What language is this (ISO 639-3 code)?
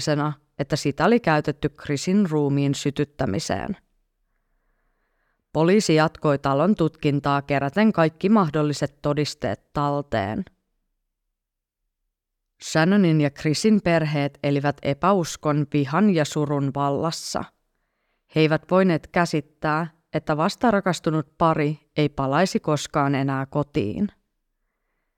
fin